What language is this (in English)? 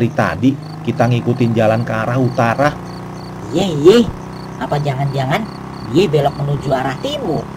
Betawi